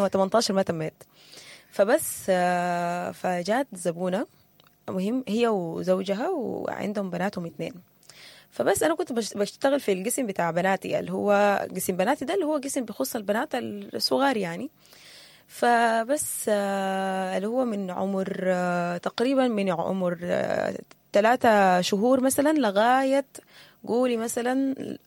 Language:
Sudanese Arabic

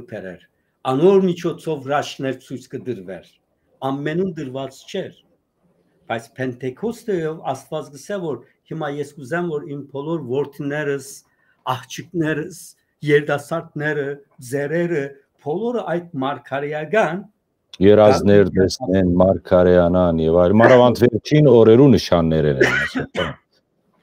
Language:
Western Armenian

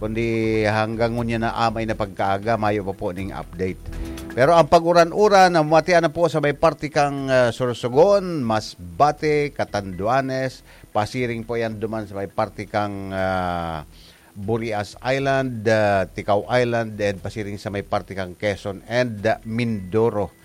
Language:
Bikol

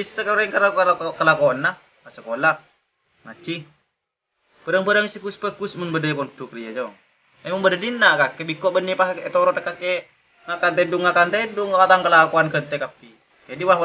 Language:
Madurese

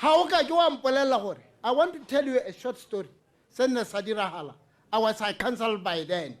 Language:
Tswana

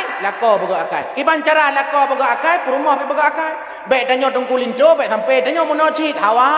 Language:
Achinese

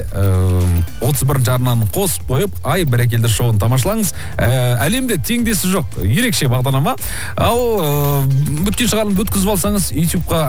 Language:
Kazakh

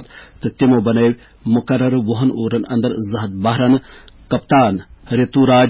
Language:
Kashmiri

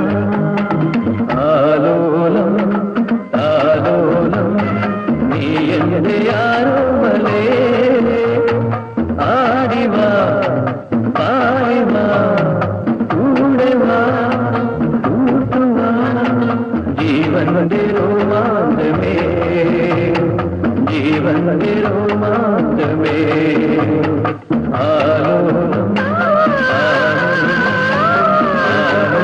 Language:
Malayalam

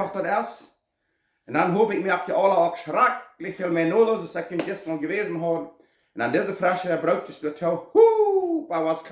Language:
Plautdietsch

